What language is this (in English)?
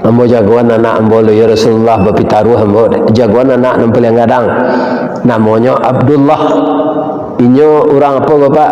Minangkabau